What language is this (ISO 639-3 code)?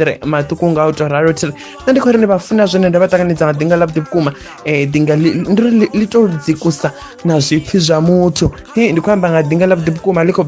ven